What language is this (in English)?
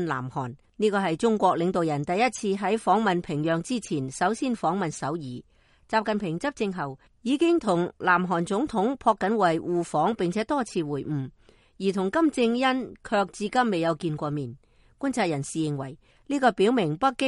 Cantonese